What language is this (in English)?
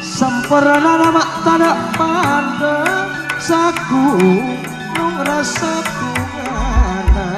Madurese